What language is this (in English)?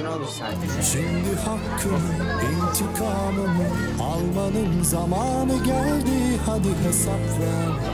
Turkish